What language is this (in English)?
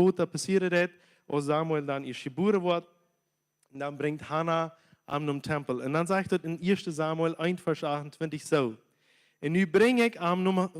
Plautdietsch